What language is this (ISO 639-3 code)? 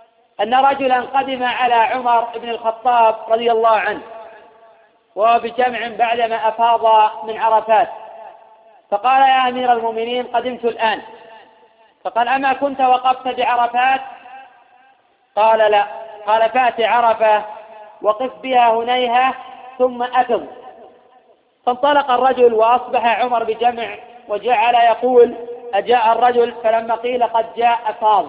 ara